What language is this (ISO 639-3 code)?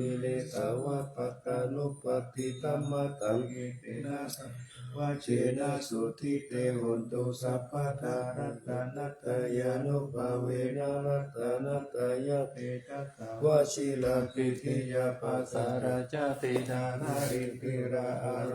pli